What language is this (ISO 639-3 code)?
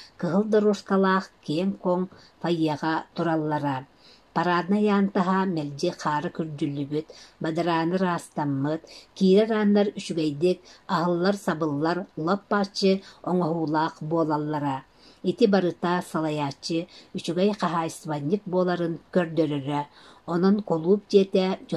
sah